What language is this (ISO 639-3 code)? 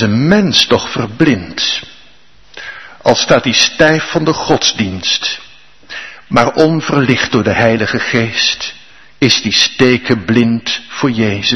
nld